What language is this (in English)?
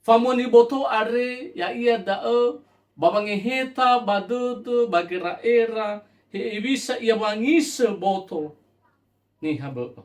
Nias